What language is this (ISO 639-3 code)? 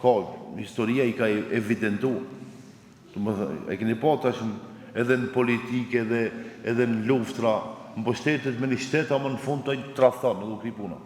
sqi